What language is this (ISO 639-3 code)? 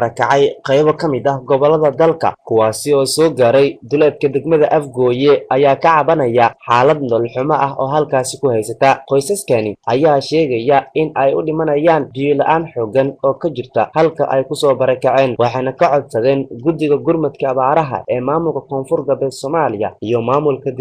som